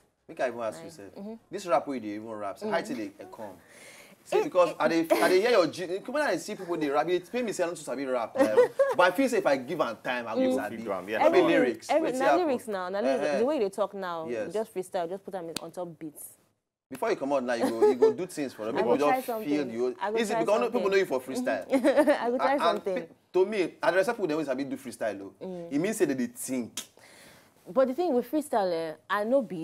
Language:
Nigerian Pidgin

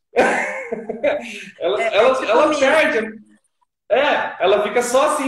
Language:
Portuguese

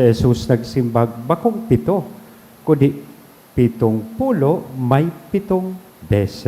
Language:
Bikol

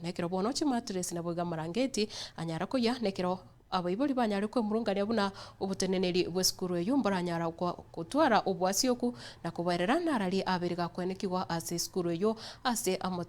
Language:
Gusii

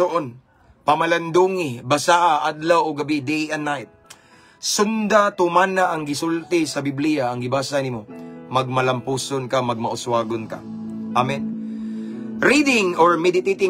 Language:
Cebuano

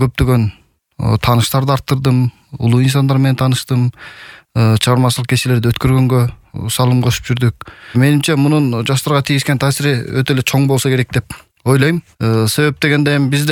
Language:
Kyrgyz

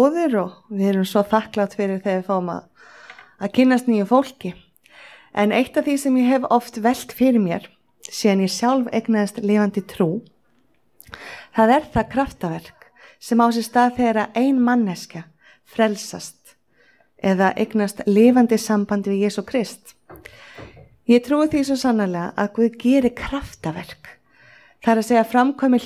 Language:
Icelandic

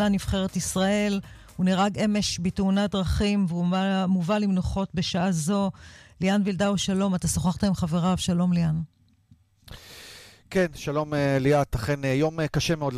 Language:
Hebrew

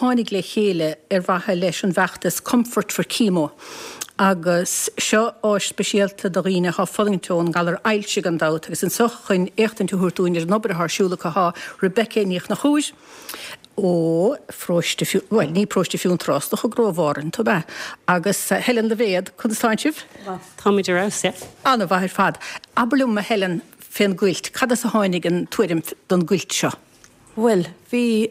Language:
Irish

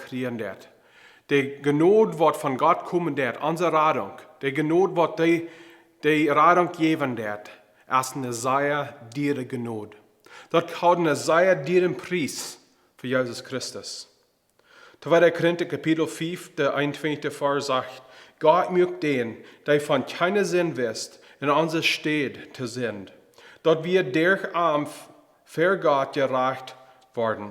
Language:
Plautdietsch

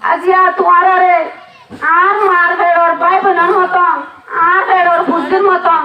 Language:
Rohingya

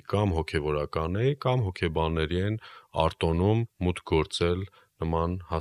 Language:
Armenian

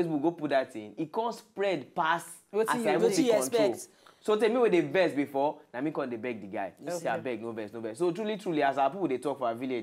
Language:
Nigerian Pidgin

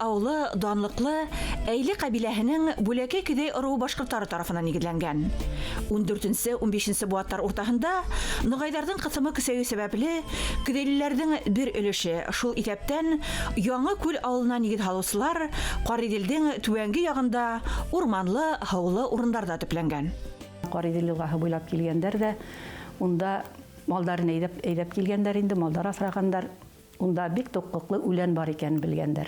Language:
Bashkir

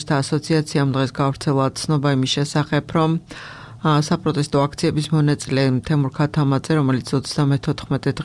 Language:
Georgian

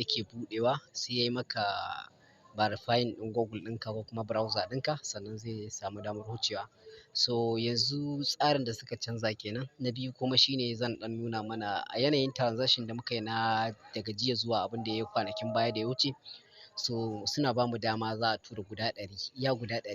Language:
Hausa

